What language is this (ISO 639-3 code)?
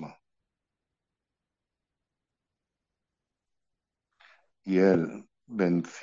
spa